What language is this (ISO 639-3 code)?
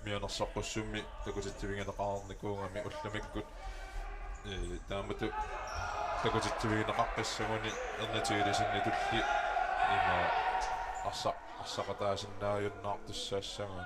kal